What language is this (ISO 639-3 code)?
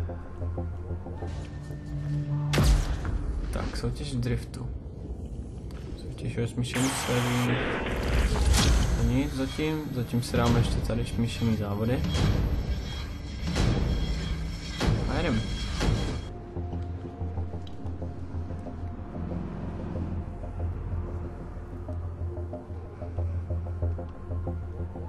ces